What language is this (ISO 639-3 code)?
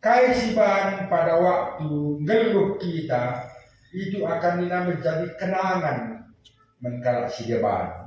btx